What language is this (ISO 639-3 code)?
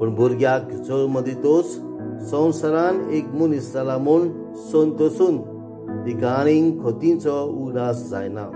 kok